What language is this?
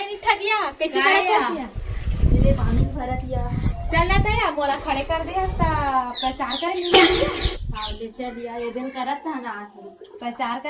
Chhattisgarhi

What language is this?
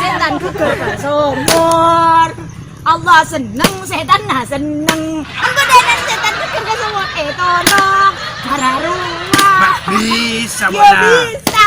Madurese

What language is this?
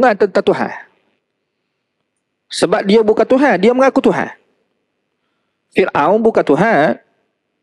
Malay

